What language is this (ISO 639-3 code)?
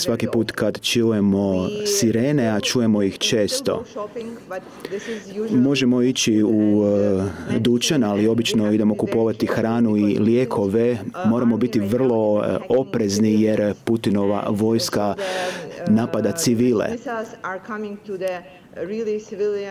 hrv